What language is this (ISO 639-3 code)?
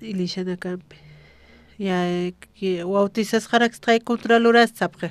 aym